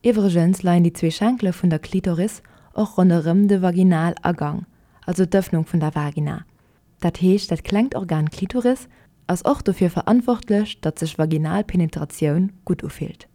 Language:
Luxembourgish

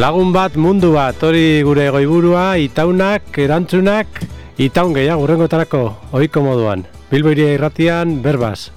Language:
Basque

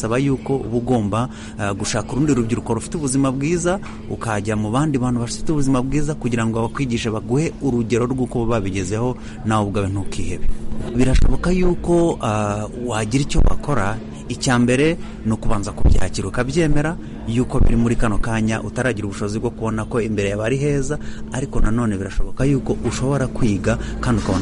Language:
Kinyarwanda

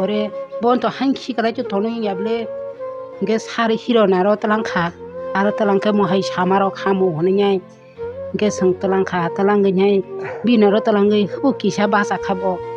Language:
Kok Borok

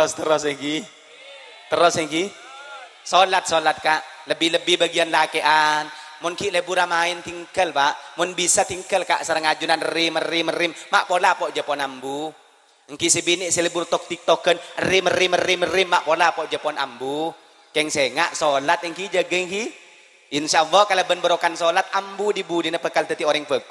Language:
Madurese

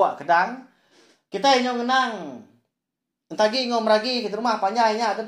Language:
Iban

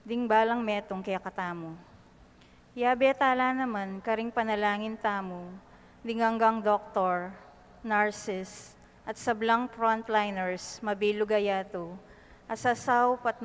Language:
Pampanga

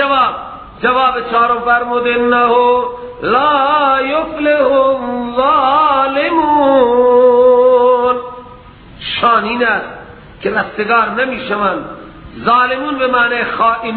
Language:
Persian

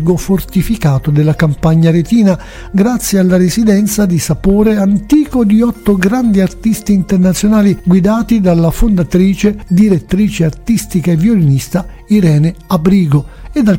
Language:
Italian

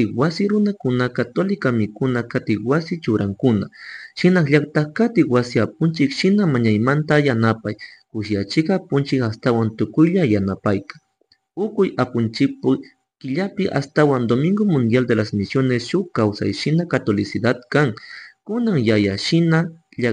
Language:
Chimborazo Highland Quichua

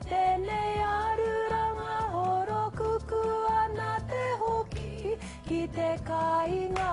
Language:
Māori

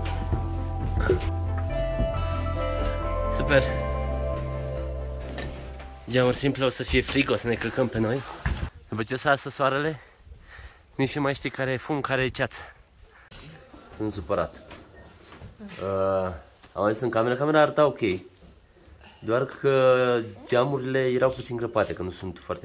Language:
Romanian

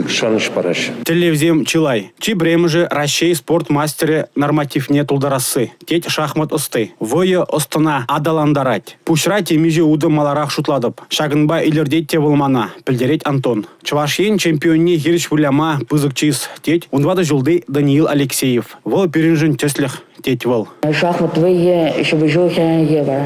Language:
Chuvash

